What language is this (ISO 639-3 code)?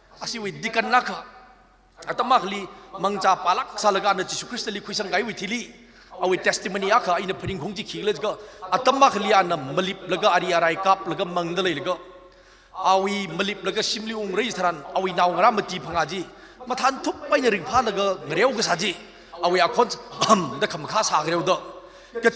nmf